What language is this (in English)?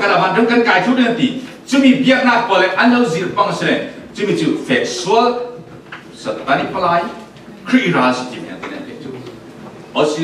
Falam Chin